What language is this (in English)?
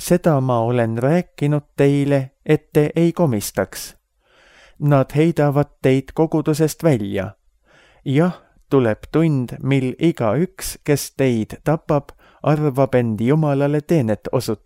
Estonian